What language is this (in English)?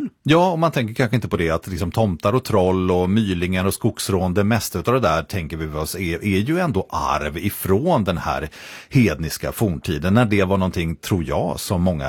Swedish